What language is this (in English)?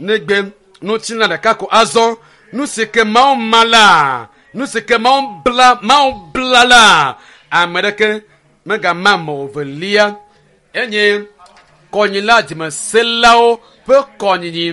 Ewe